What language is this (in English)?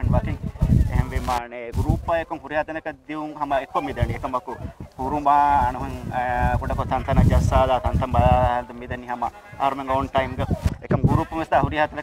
Divehi